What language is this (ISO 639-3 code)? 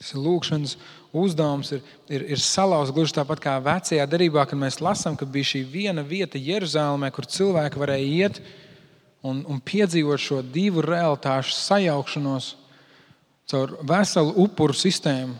lav